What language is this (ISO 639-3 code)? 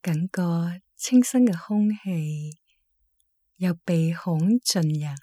yue